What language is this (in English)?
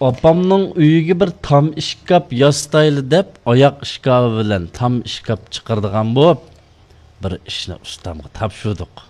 Uyghur